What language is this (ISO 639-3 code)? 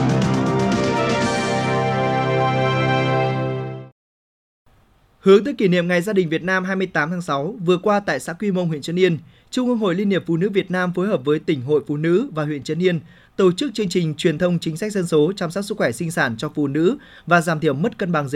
vie